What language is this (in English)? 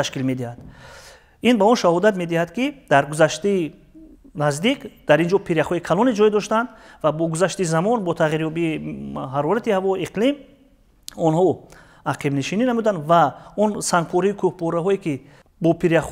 Tajik